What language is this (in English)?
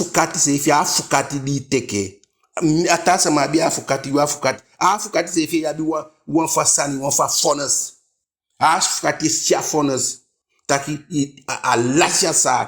Eastern Maroon Creole